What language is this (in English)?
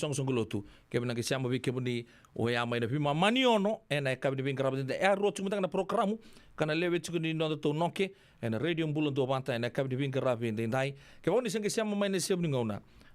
Fijian